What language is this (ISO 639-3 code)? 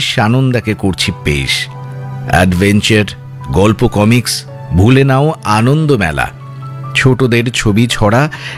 ben